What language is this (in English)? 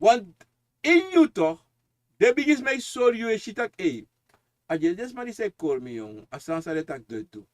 Sranan Tongo